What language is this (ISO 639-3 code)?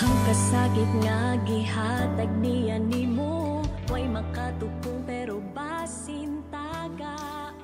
ceb